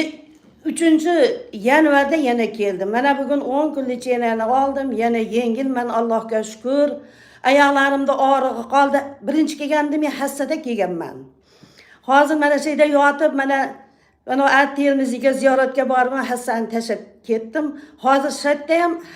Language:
Uzbek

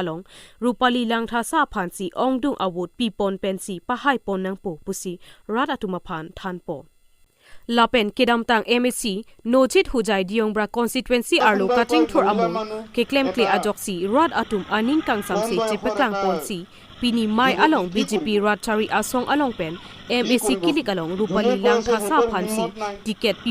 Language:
Karbi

